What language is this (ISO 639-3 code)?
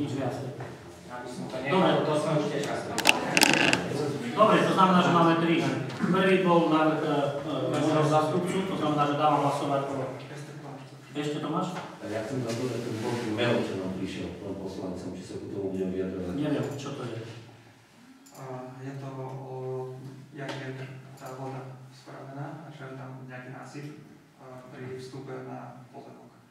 slk